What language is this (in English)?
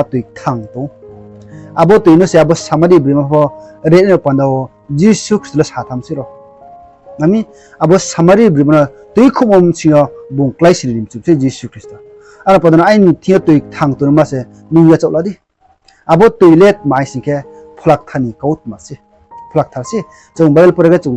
Riang (India)